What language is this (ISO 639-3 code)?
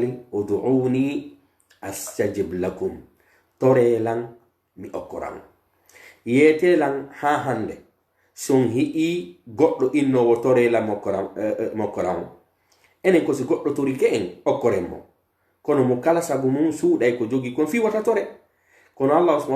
fuf